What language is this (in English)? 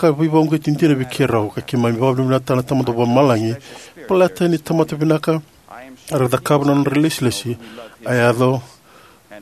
Fijian